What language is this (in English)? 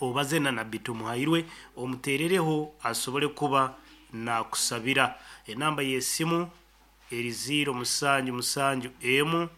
Nyankole